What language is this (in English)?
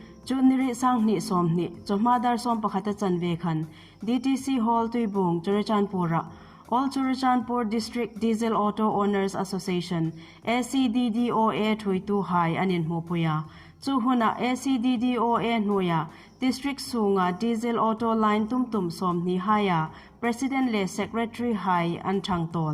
Hmar